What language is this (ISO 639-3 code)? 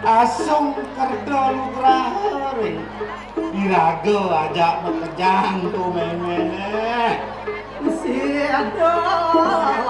ban